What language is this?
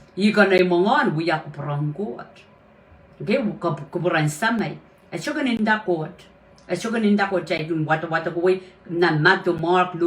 Pohnpeian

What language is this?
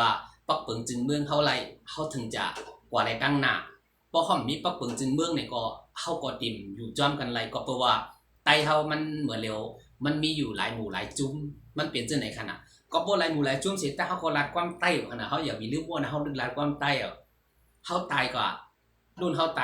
Shan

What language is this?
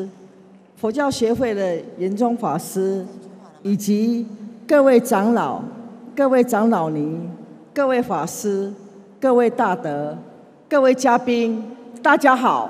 Chinese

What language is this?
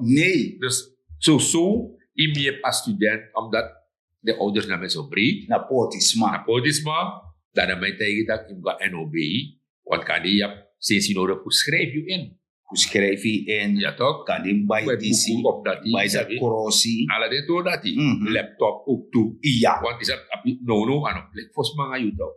Sranan Tongo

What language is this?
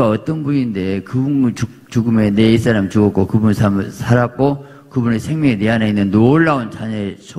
Korean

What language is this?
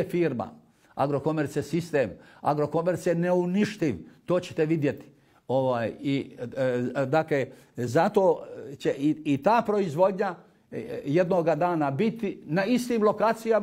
Bosnian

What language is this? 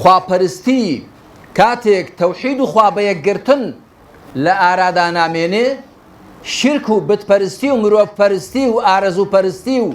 Central Kurdish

